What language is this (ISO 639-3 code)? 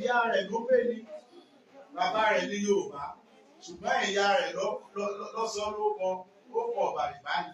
yor